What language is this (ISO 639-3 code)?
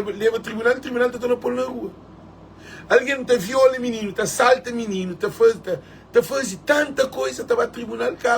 kea